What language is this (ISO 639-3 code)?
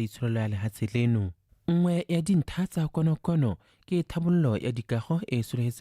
tsn